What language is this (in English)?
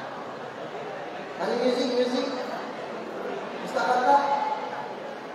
Malay